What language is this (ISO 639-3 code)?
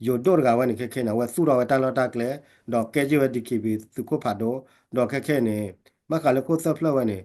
ksw